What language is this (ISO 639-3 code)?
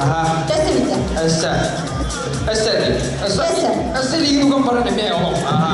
sah